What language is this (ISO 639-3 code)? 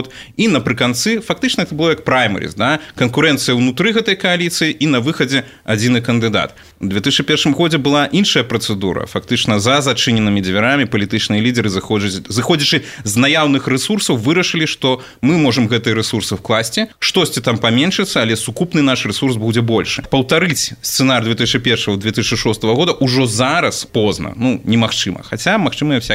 bel